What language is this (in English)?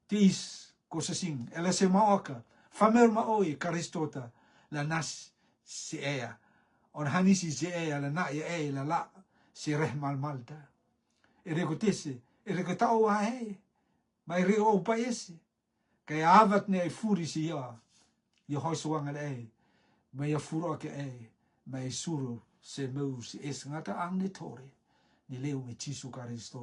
Rotuman